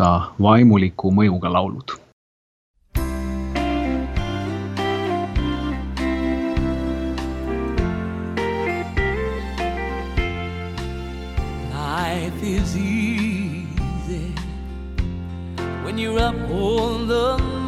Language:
Estonian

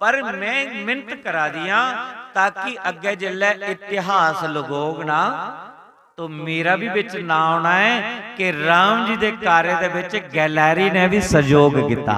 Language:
Dogri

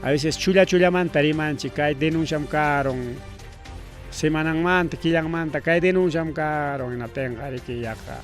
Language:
Ayacucho Quechua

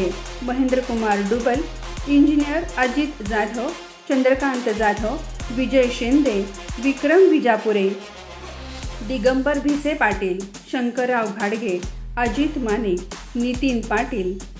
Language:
Marathi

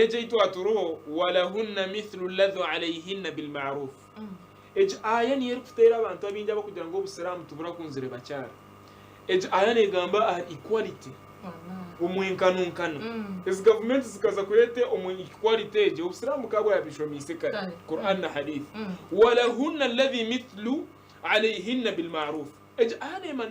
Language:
Nyankole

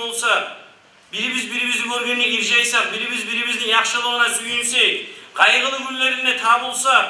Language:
Kumyk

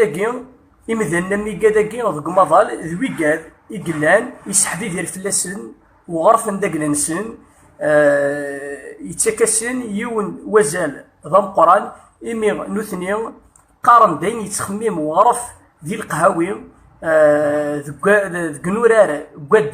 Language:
Kabyle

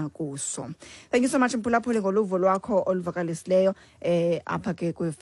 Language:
Xhosa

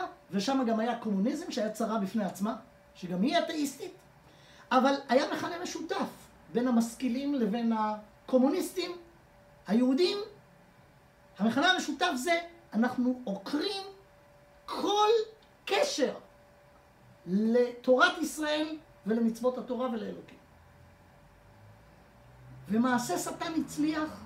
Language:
Hebrew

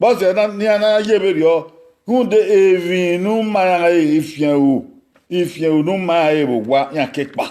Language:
Bini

